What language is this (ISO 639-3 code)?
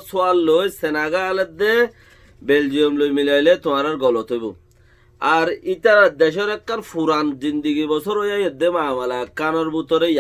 rhg